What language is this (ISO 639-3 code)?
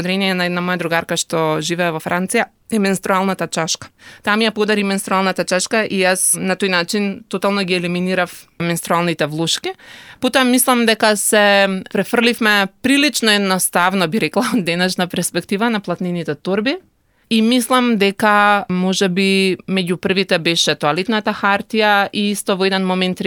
mkd